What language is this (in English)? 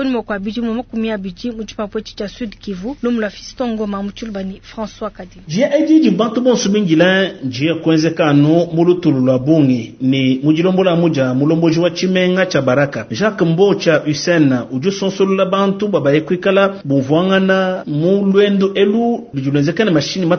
Luba-Lulua